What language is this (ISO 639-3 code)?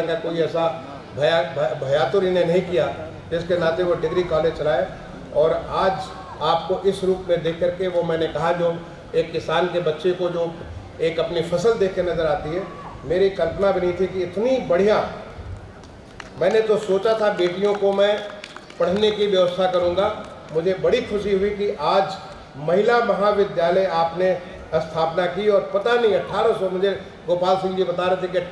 hin